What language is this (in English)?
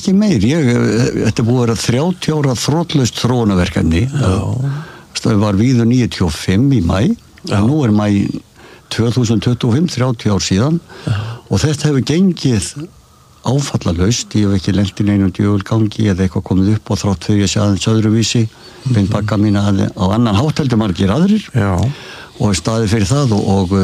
Icelandic